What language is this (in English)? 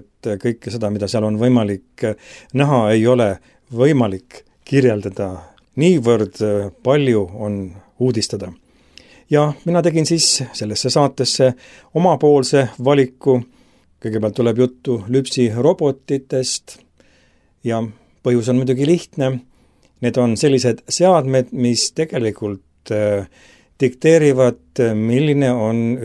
Estonian